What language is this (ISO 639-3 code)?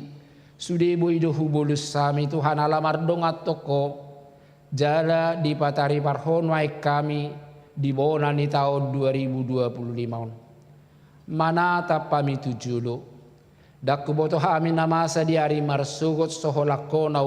bbc